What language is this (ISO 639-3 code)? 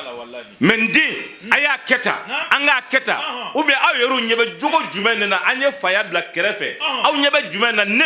bam